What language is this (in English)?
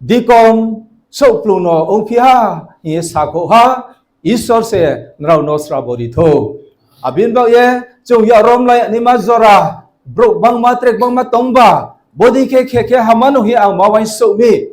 Riang (India)